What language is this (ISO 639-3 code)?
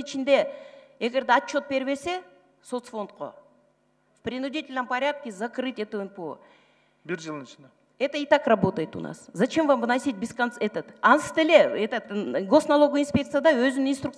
kir